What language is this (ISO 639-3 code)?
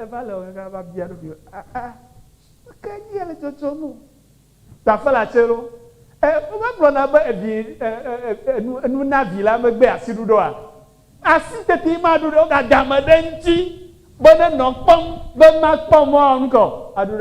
ewe